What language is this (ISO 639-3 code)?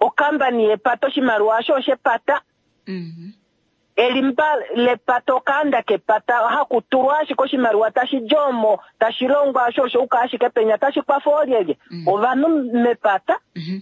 kua